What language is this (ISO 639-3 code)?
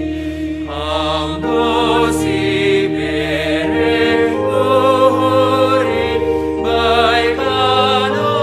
bts